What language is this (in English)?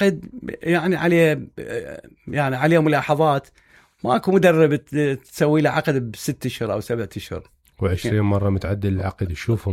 Mesopotamian Arabic